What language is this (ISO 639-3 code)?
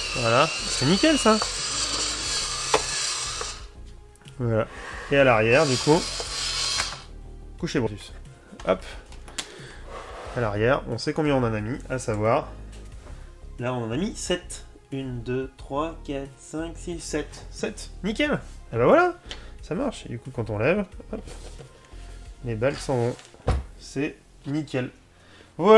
fra